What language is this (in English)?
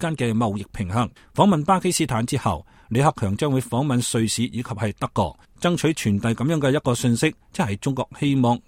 Cantonese